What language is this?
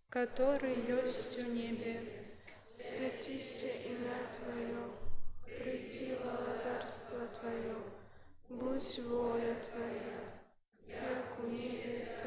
Belarusian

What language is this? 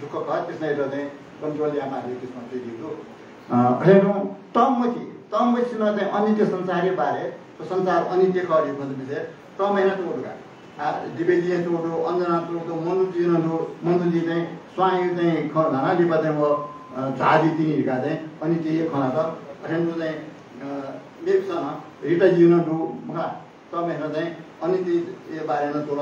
Newari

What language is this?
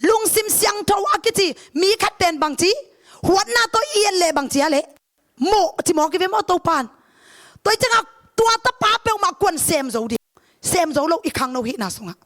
Tedim Chin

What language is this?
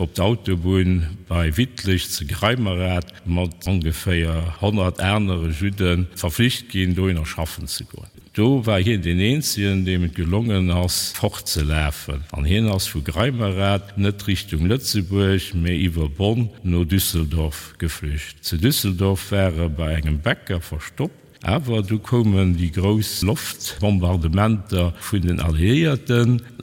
Luxembourgish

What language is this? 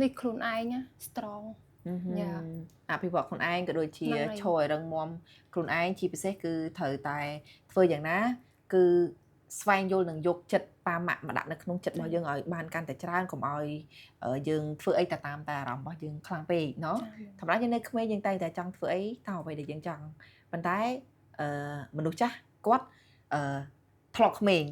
Khmer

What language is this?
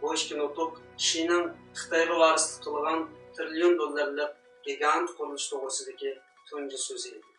Uyghur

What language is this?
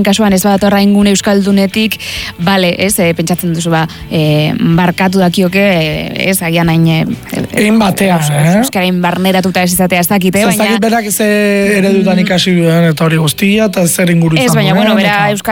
Basque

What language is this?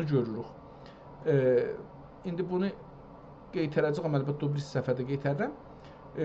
South Azerbaijani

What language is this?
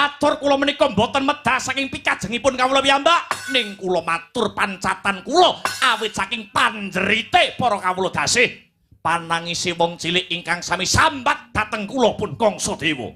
Javanese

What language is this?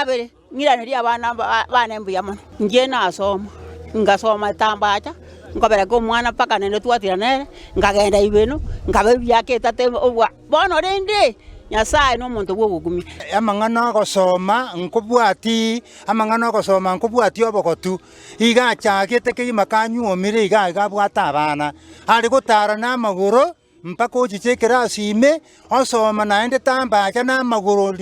Gusii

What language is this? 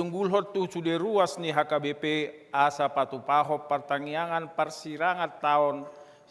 Batak Toba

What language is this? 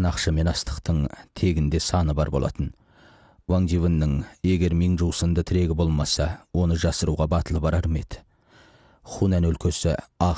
Kazakh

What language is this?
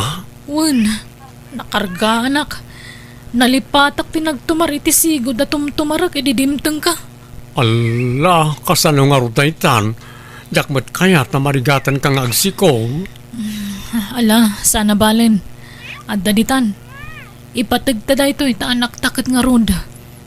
Iloko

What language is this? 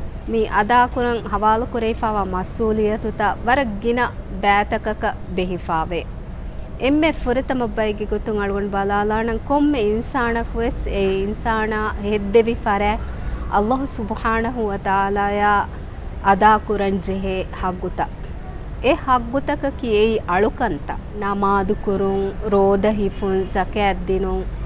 Divehi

